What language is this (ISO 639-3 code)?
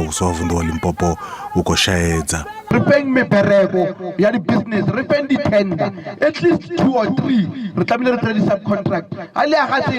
ven